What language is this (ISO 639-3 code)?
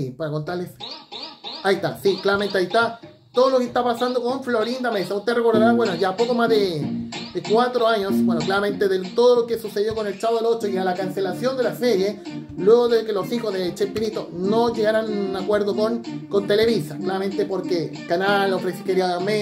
spa